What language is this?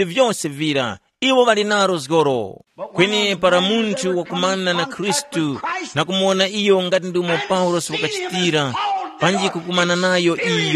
Tumbuka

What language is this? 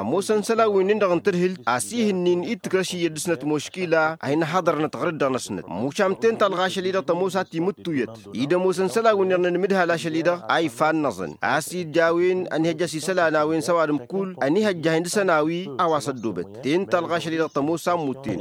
Tamasheq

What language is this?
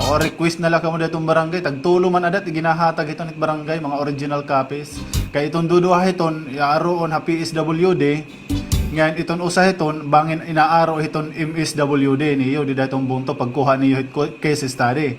Waray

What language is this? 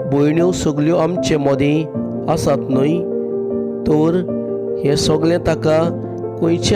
Konkani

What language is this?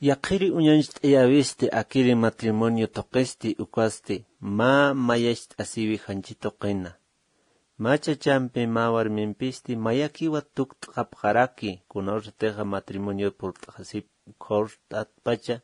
Aymara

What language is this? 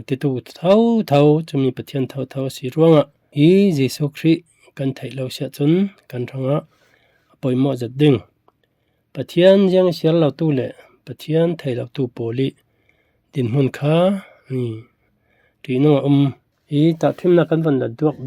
Falam Chin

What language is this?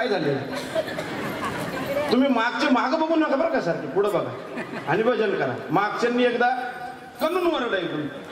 Marathi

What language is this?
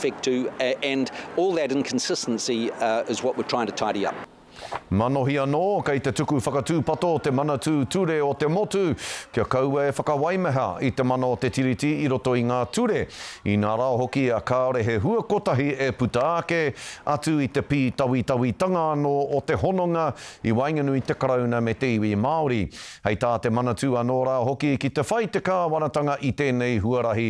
Māori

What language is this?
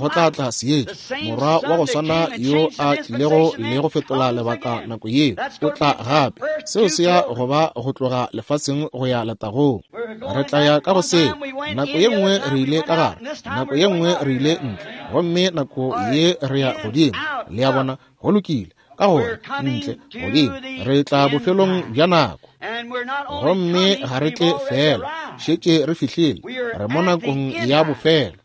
Northern Sotho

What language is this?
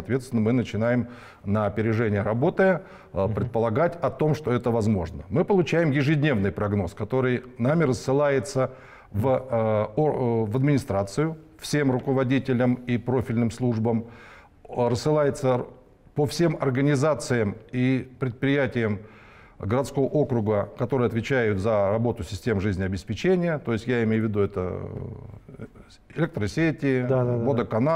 Russian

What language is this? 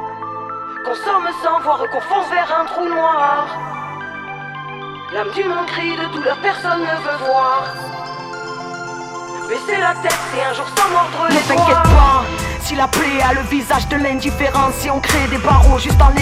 French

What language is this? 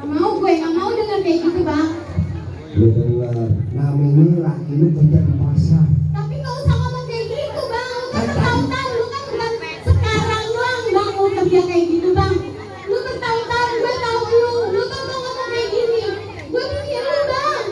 Betawi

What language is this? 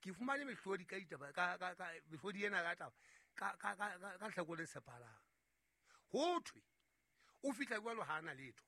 Southern Sotho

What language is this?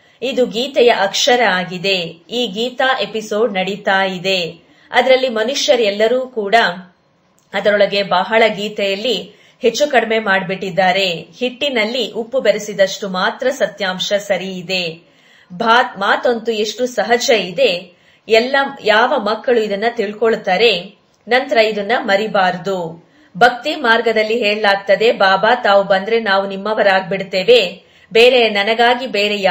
Kannada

